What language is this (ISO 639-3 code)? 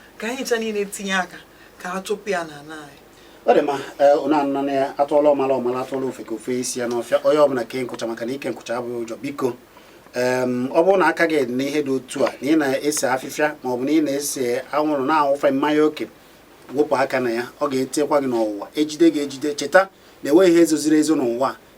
ibo